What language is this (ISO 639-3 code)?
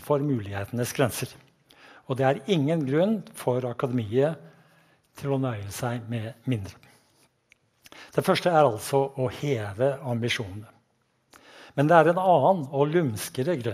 nor